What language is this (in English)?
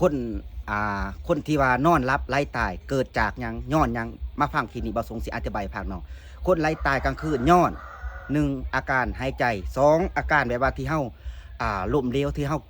Lao